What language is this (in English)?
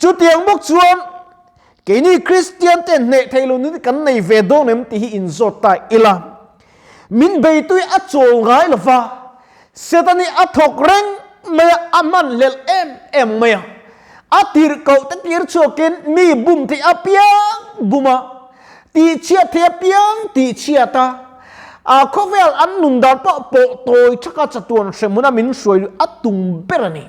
Mizo